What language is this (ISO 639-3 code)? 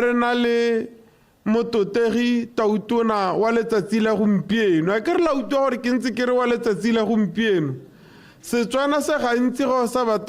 tsn